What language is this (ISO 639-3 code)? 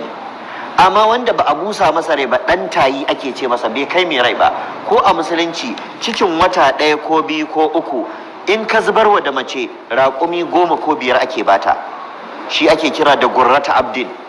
hau